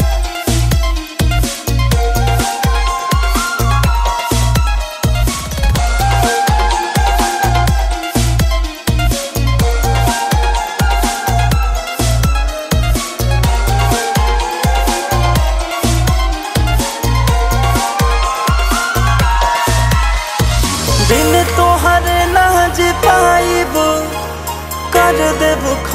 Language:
Bhojpuri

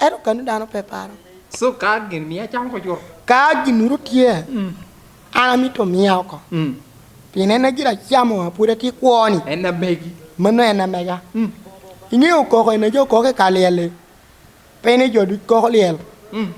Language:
Lango (Uganda)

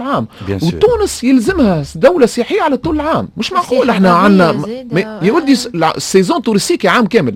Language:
Tunisian Arabic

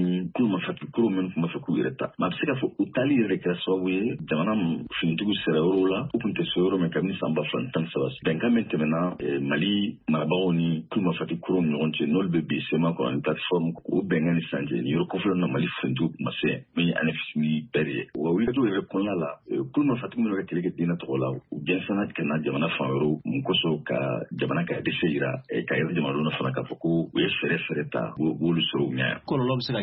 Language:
Bambara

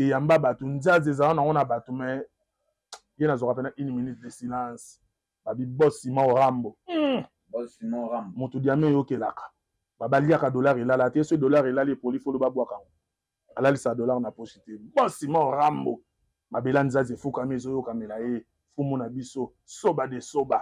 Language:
Lingala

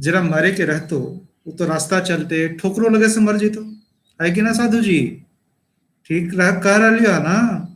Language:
Magahi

